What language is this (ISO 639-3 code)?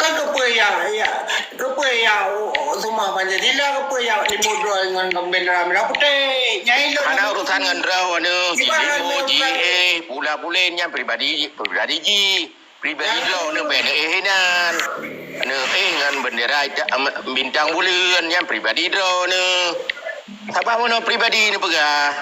ace